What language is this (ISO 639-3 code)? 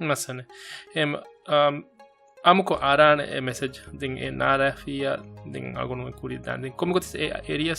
div